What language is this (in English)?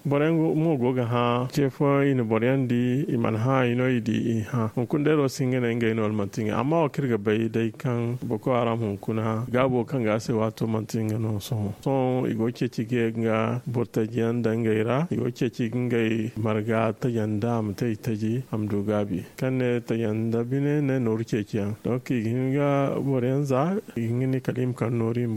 Zarma